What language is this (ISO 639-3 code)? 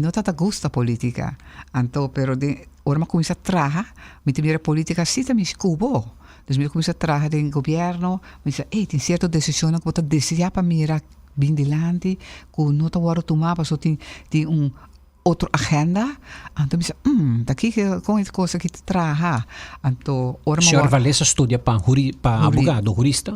pap